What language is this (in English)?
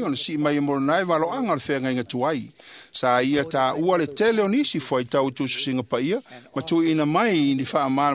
Samoan